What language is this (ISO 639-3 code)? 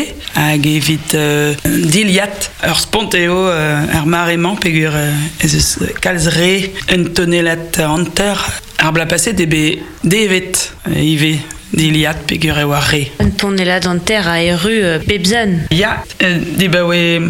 bre